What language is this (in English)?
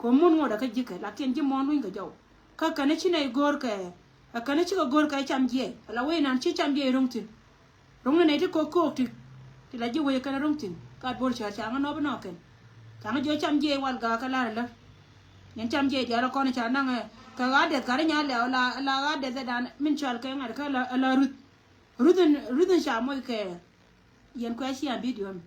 Nuer